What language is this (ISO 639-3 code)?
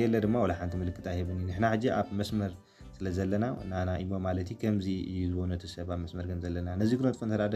tir